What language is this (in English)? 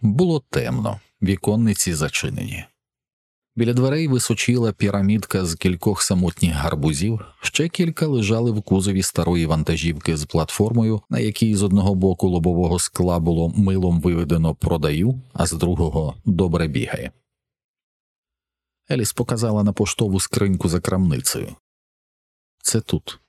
Ukrainian